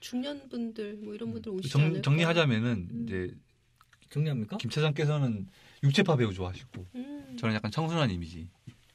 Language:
Korean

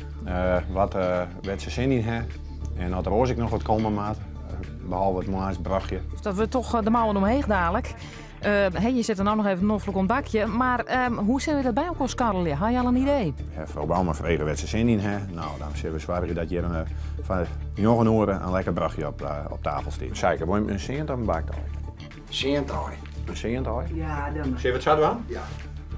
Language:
Western Frisian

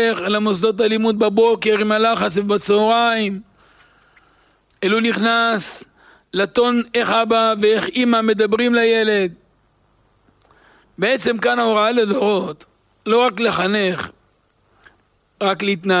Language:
Hebrew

